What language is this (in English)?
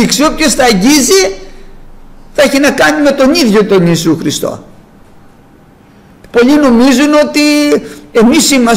Greek